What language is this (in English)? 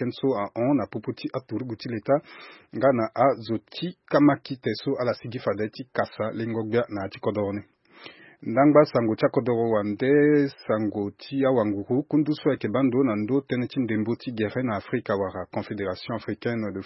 Sango